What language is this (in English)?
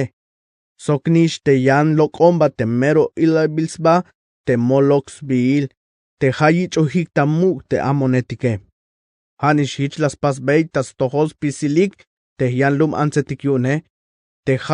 Tzeltal